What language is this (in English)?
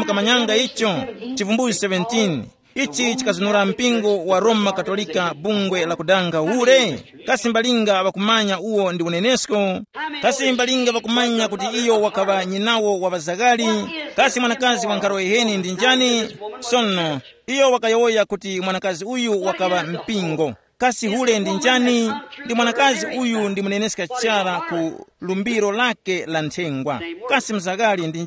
Tumbuka